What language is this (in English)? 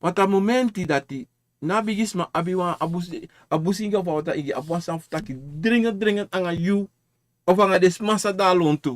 Sranan Tongo